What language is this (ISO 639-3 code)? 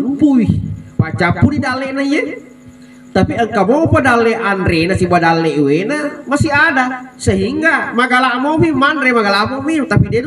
bug